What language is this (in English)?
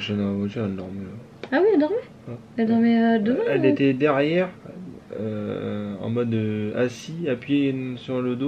French